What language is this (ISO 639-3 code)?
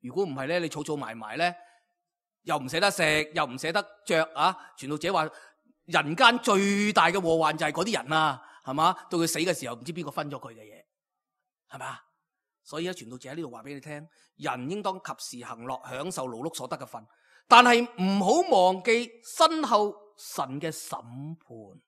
yue